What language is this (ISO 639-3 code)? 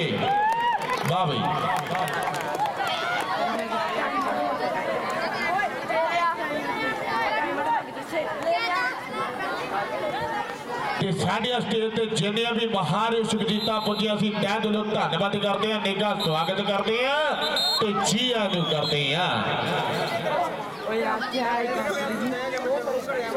pan